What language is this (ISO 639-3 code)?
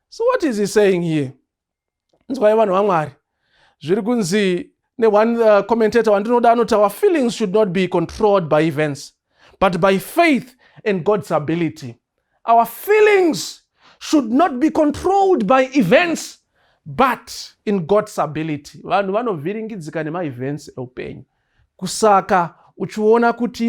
sna